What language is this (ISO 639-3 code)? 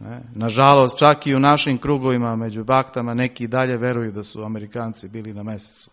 srp